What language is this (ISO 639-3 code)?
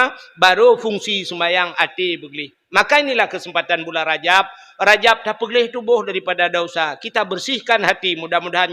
ace